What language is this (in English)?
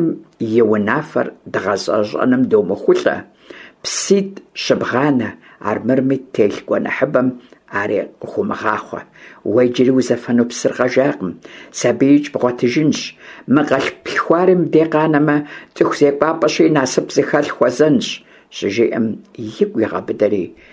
Kabardian